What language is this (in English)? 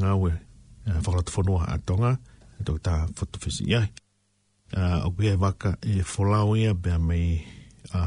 Tongan